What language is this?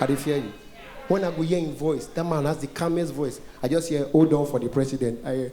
Nigerian Pidgin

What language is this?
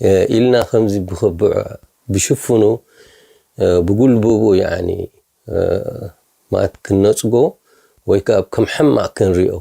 Tigrinya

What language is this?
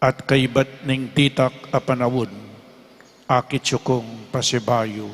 Pampanga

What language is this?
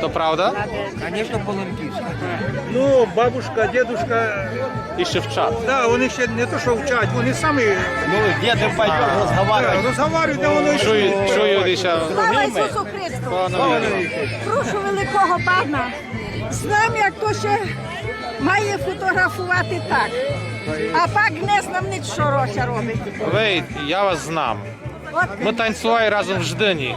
Rusyn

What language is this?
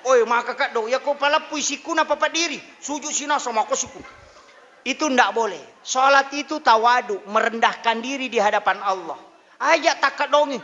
Buginese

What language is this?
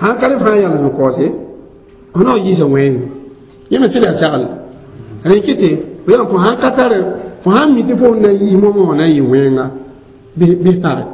Mossi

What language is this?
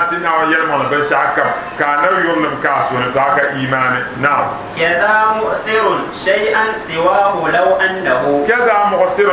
Dagbani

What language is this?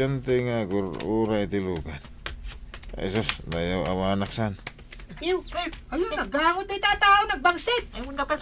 Iloko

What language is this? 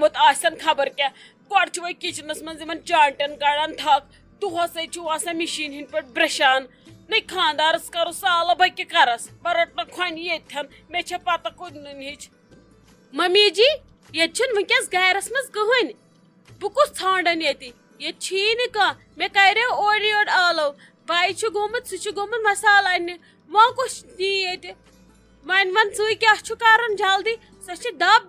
Kashmiri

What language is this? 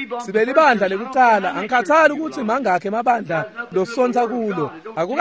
Swati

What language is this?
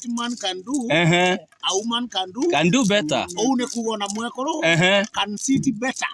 Meru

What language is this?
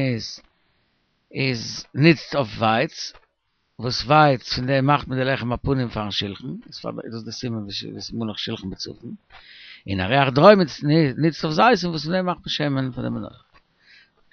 Yiddish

